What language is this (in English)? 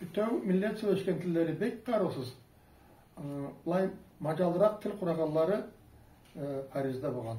Karachay-Balkar